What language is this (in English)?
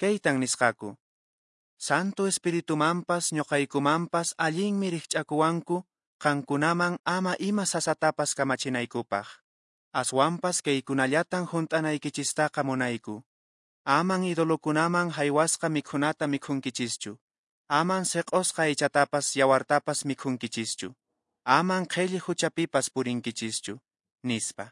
Quechua